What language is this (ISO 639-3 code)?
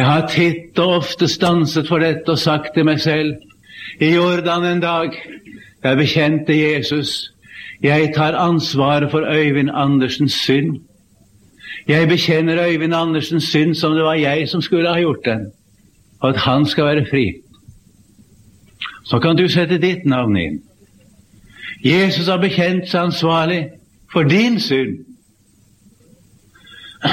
nor